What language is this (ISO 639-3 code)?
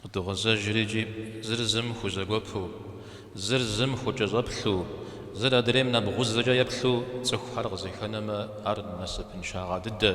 kbd